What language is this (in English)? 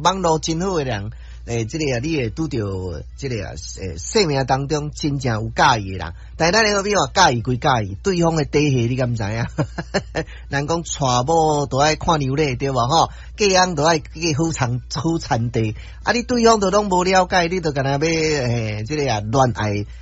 Min Nan Chinese